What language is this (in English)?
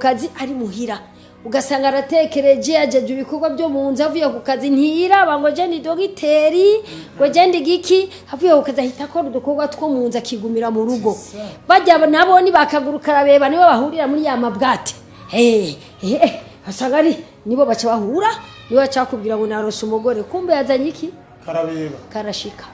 Rundi